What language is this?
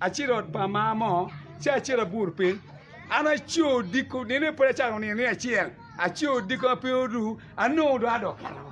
Acoli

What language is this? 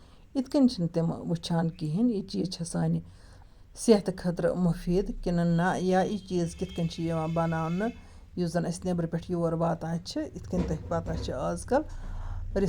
Kashmiri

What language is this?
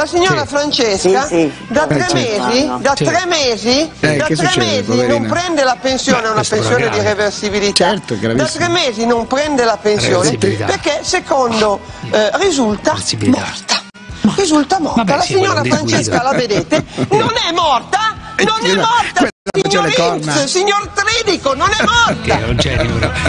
Italian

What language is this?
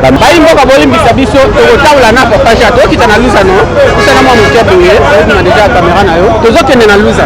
Lingala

